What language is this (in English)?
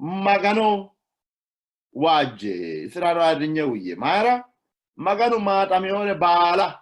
Sidamo